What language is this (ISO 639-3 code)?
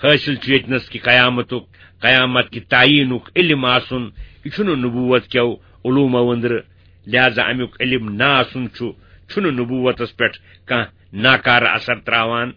kas